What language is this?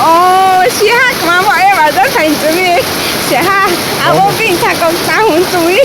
Riang (India)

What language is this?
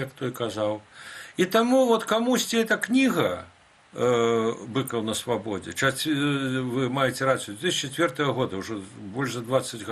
Belarusian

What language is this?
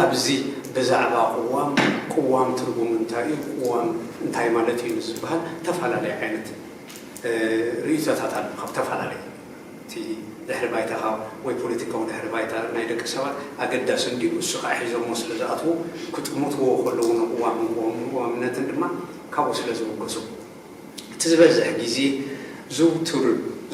Tigrinya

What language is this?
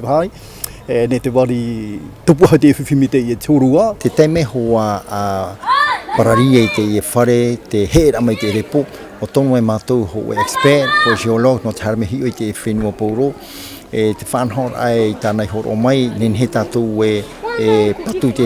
Tahitian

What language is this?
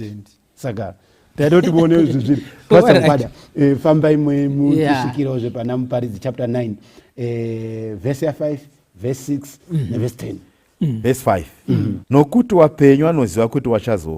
Shona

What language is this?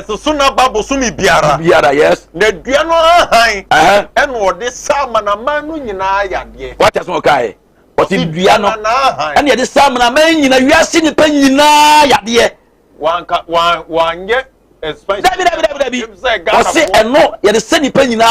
Akan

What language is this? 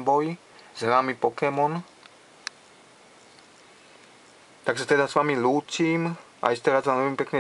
Slovak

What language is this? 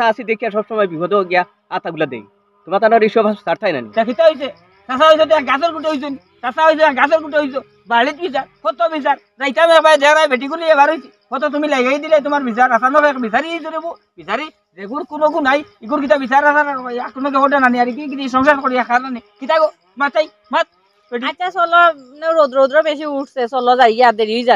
Sylheti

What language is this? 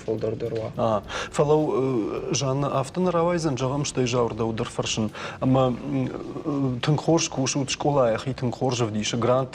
Ossetic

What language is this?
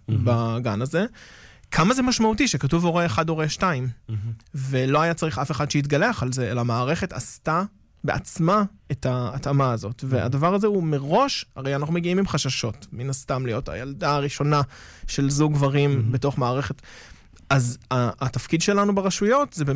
Hebrew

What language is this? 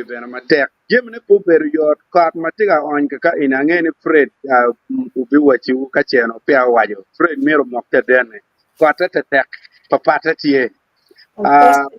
Acoli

